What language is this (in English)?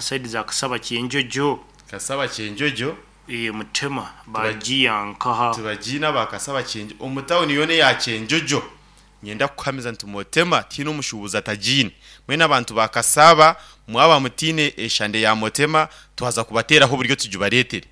Nyankole